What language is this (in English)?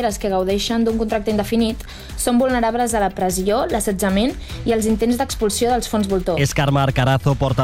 Catalan